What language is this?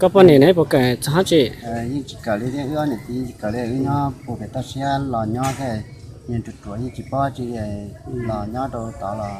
Hmong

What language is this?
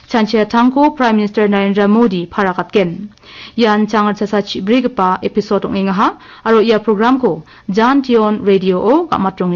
Garo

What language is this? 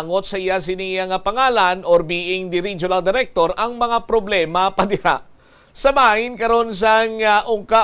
Hiligaynon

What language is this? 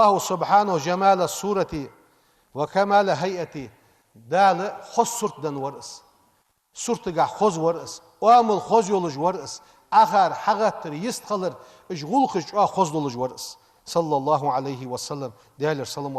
Ingush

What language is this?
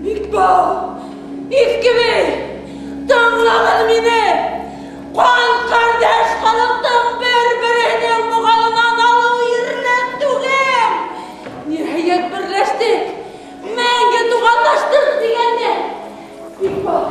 Bashkir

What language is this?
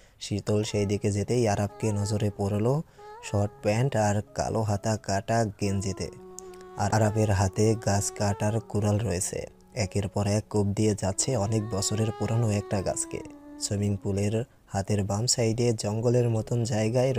Bangla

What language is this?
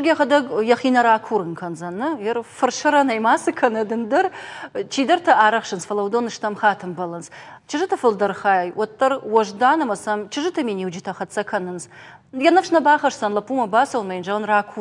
Ossetic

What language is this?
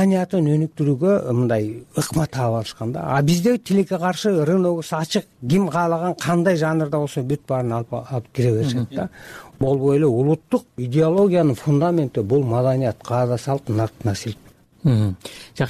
Kyrgyz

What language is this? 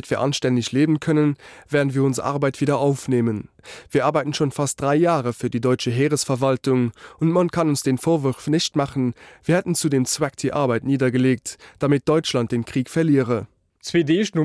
Luxembourgish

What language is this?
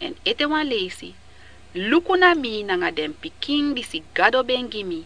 Sranan Tongo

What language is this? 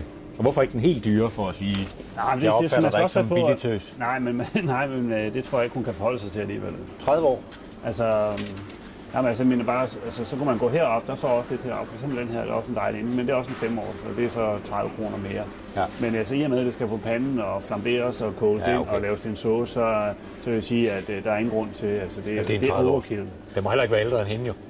Danish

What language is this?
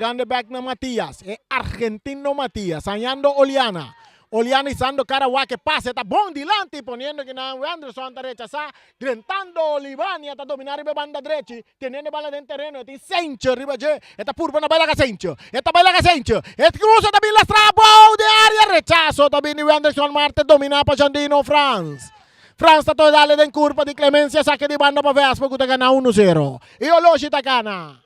Papiamento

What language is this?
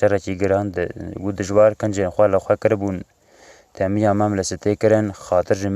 Kurdish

